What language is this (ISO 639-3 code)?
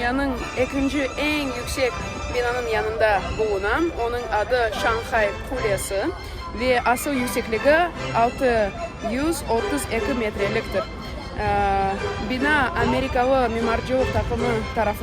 crh